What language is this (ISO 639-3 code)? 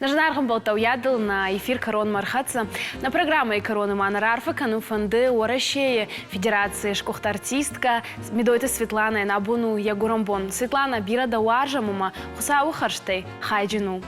oss